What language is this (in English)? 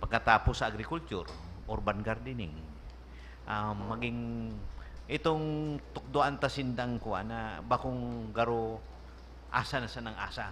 Bikol